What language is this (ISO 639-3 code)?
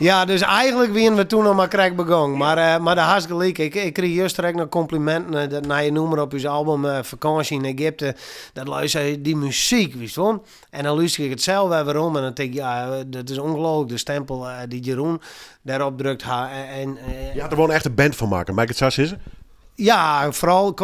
fry